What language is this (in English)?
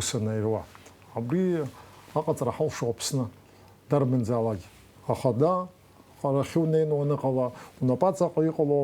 Abkhazian